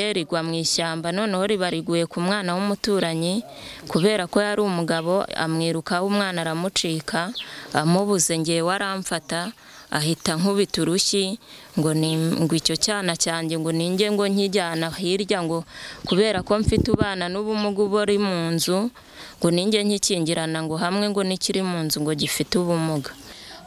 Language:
Kinyarwanda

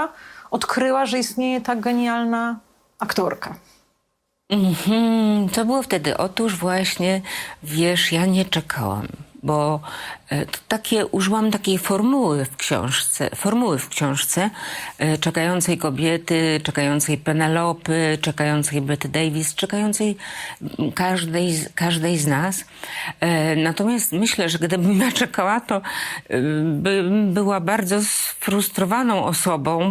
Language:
Polish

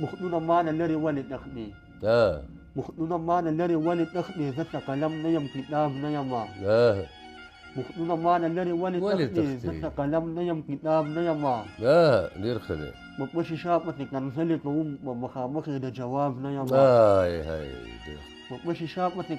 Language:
Pashto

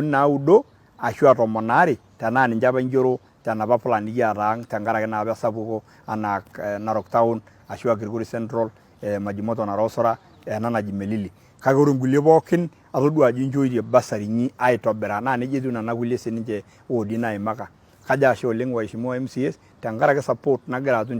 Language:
Masai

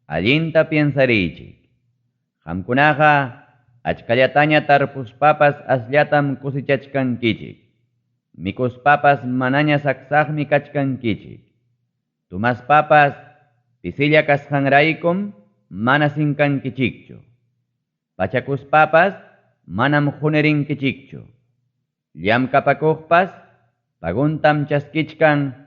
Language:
Ayacucho Quechua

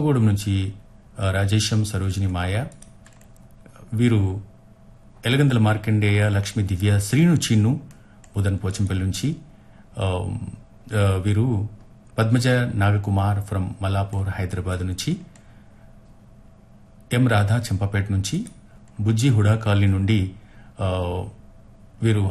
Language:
Telugu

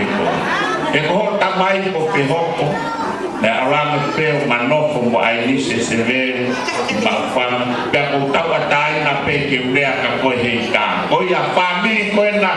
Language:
Tongan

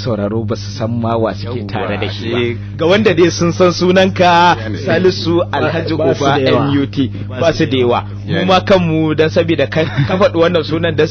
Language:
Hausa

